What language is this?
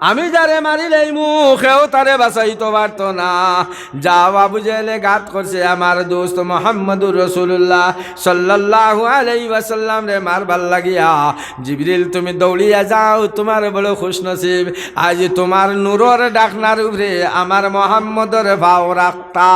Sylheti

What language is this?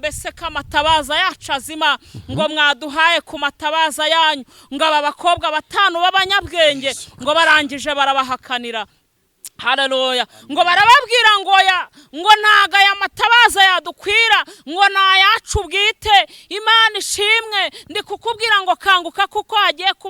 Kinyarwanda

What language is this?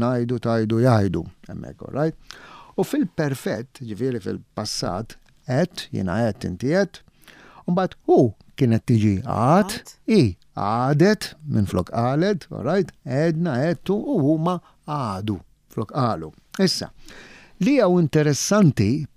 Maltese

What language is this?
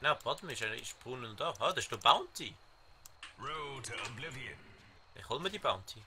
Swiss German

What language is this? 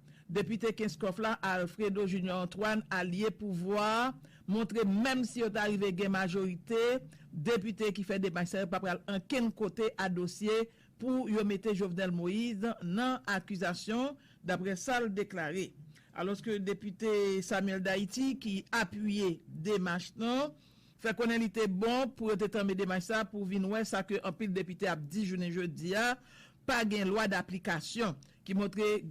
Haitian Creole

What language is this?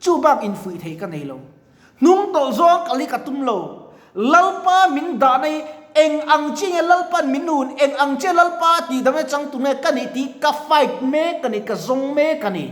Mizo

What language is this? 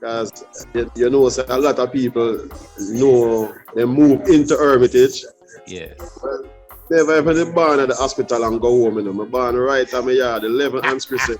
Jamaican Creole English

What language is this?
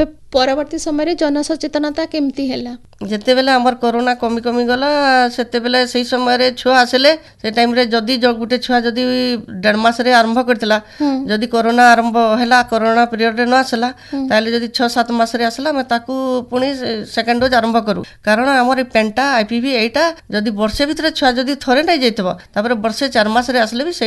Odia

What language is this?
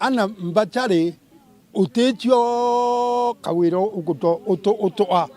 Meru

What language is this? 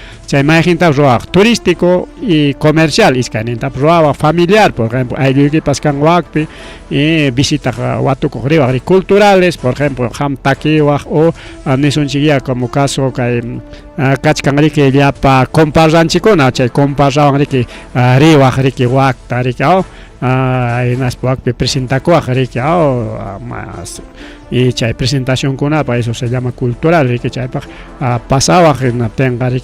Ayacucho Quechua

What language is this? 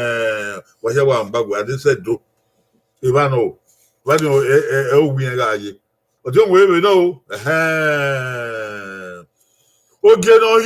Bini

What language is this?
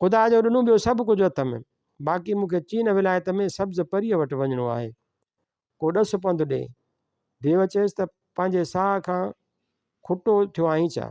Sindhi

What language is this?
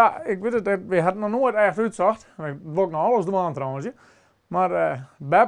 Western Frisian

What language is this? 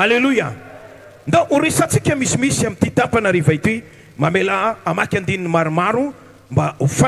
Malagasy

